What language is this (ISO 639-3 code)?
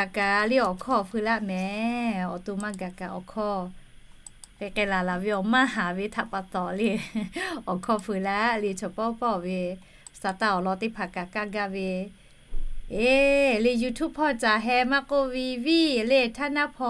lhu